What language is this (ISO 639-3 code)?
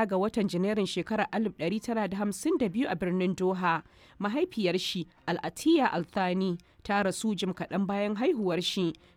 hau